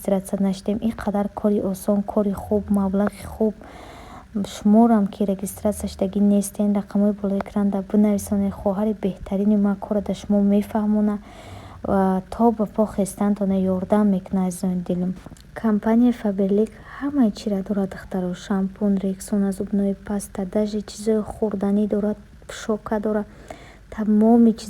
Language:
Tajik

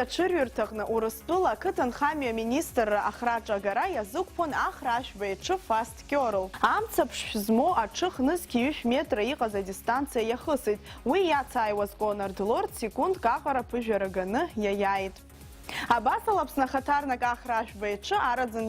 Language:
Abkhazian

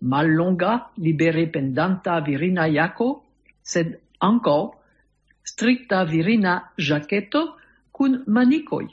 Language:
Esperanto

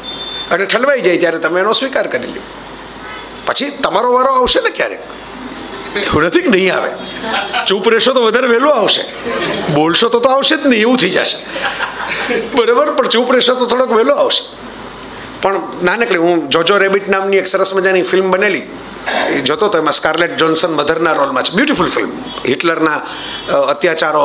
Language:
Gujarati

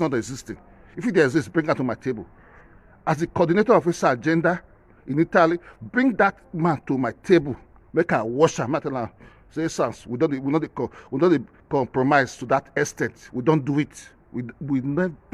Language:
Nigerian Pidgin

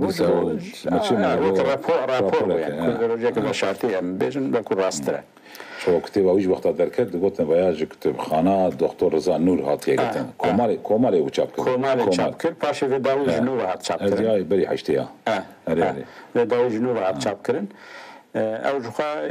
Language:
Kurdish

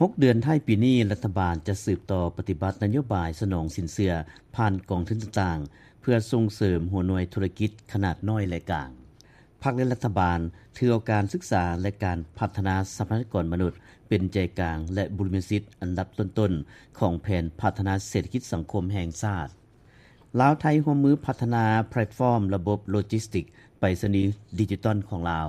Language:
Lao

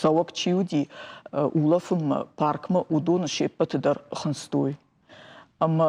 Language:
Ossetic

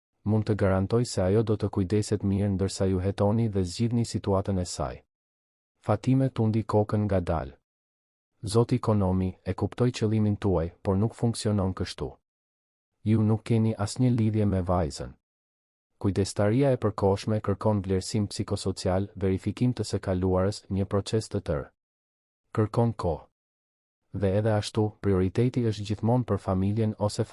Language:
Albanian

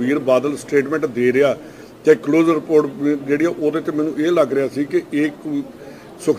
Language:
Punjabi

